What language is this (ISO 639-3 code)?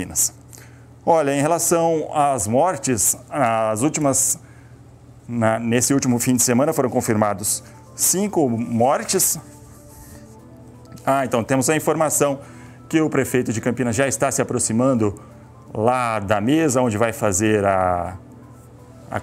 por